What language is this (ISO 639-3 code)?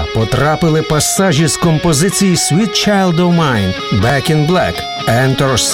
ukr